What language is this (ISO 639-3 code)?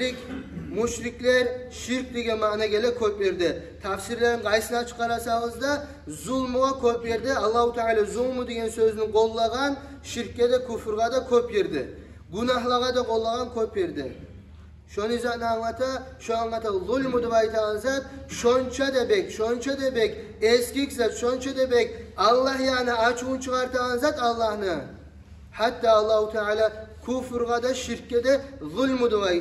kum